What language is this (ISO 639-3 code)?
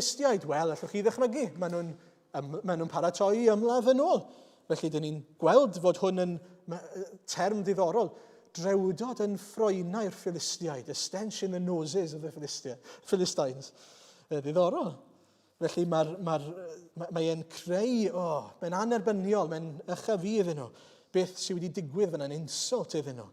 cym